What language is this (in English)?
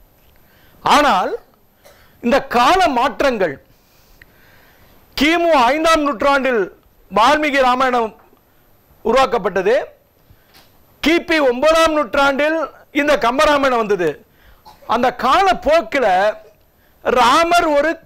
Tamil